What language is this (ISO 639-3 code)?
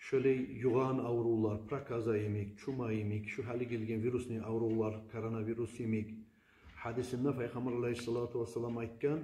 kum